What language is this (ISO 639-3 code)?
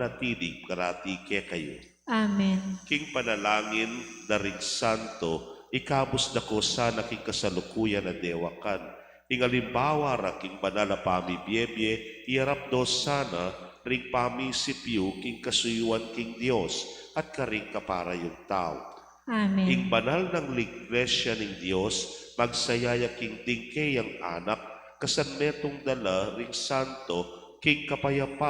pam